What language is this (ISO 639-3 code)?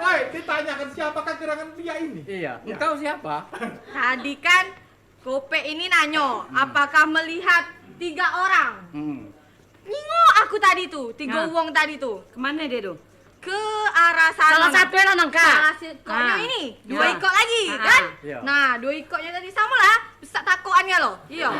mui